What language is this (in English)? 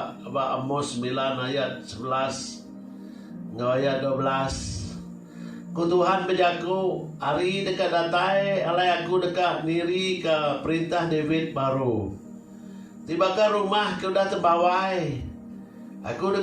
Iban